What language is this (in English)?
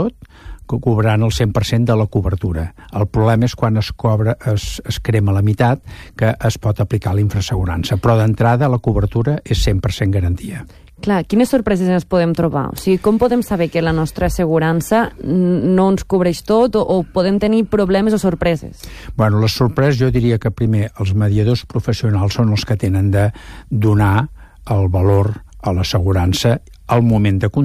Catalan